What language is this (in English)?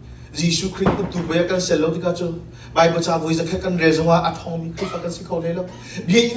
Hakha Chin